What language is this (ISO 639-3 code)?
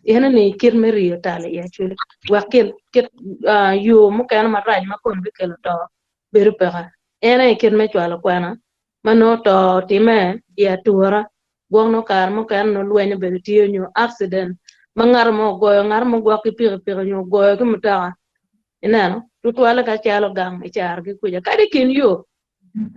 ach